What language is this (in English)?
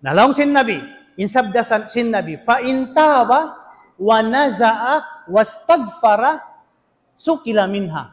Tausug